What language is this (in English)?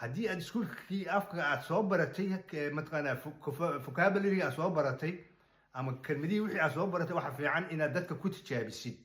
Somali